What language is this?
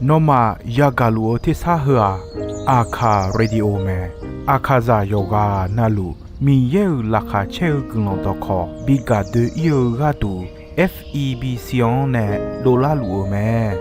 Akha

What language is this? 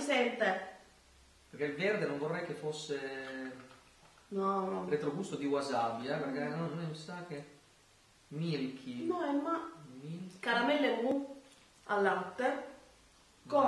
Italian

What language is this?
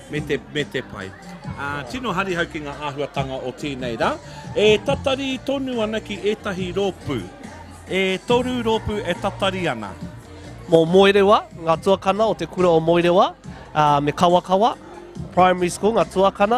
Māori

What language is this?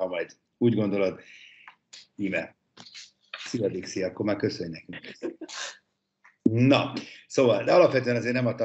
Hungarian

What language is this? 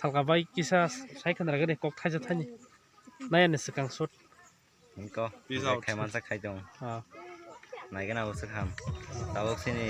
Kok Borok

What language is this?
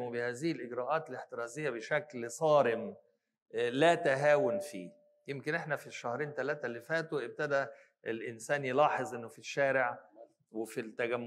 Egyptian Arabic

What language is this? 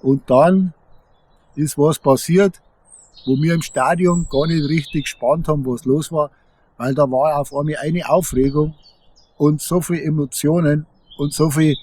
Bavarian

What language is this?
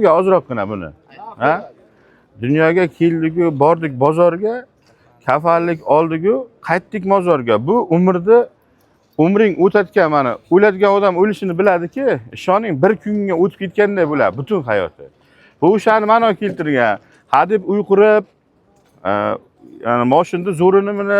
Uzbek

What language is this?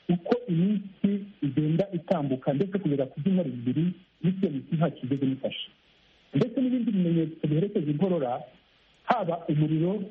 Kinyarwanda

